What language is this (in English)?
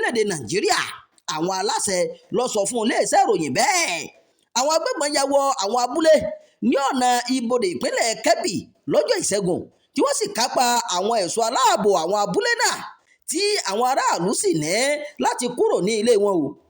Yoruba